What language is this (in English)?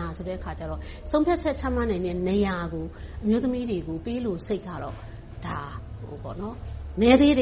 Burmese